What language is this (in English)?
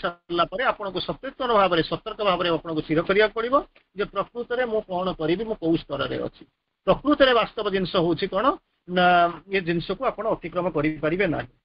Odia